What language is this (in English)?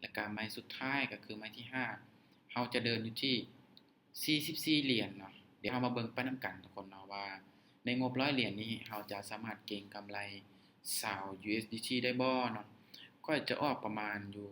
Lao